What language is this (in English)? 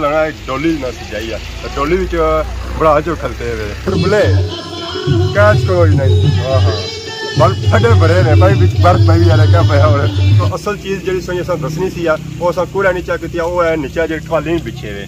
Pahari-Potwari